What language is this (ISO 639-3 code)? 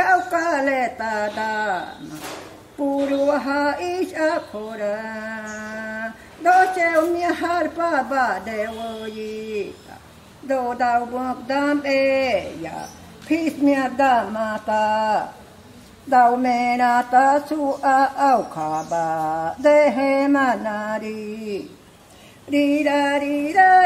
mri